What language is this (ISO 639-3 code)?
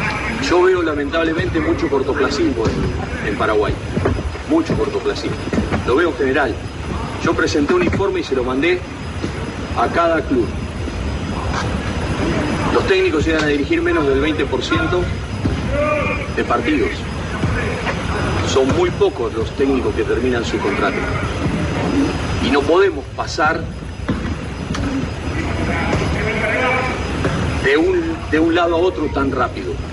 spa